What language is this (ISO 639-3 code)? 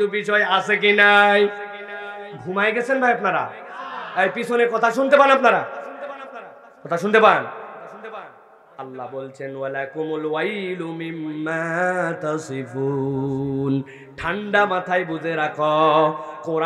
ben